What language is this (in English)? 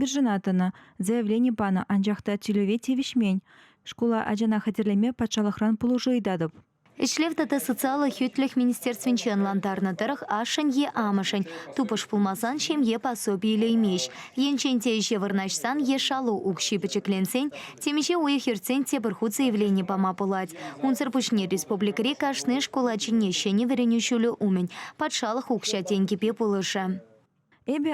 Chuvash